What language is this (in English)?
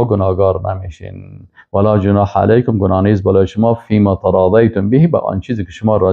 Persian